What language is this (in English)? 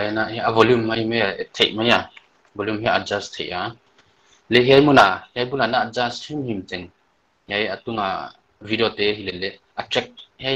Paite Chin